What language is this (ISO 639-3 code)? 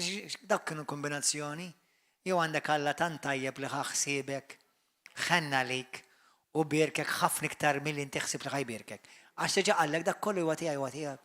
mlt